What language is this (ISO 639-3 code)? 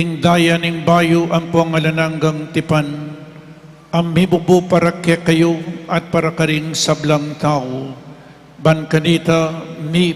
pam